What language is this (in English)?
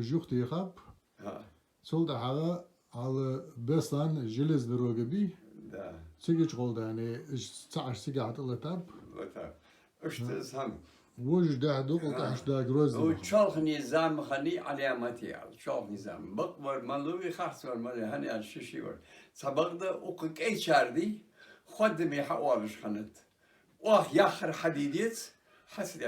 Ingush